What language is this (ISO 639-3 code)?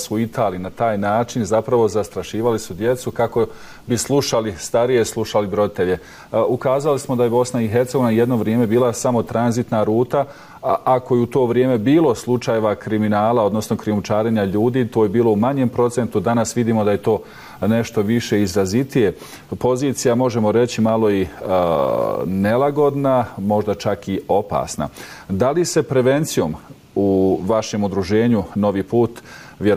bos